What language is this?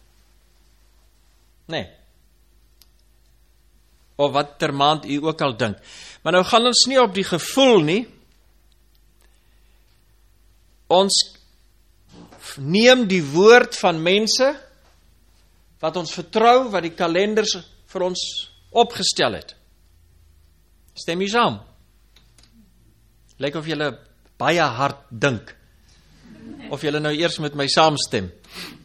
Afrikaans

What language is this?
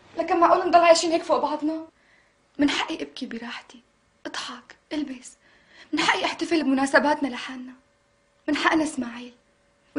North Levantine Arabic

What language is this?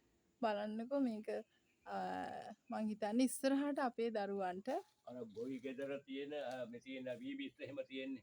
Sinhala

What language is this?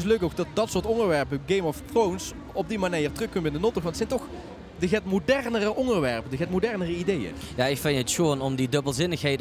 Limburgish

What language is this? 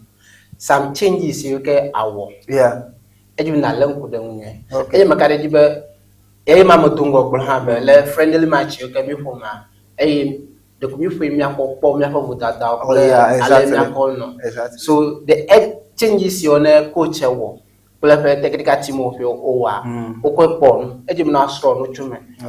Ewe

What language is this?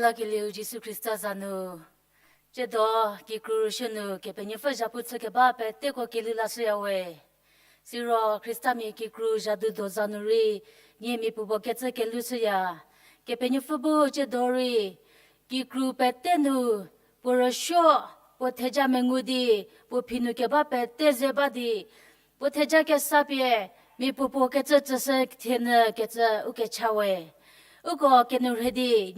Angami Naga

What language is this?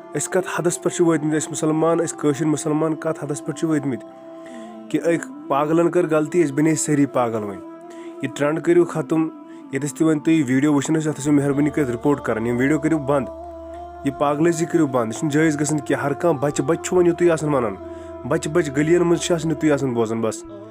Kashmiri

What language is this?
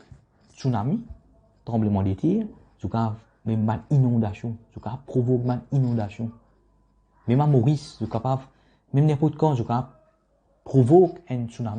Morisyen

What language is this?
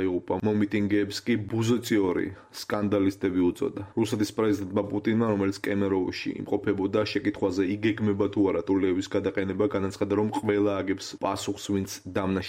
Georgian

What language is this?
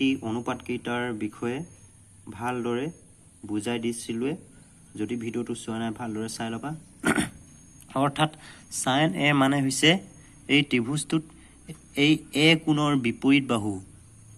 Assamese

